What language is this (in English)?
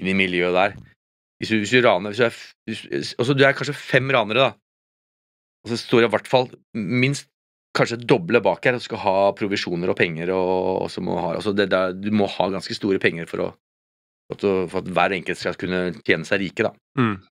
Norwegian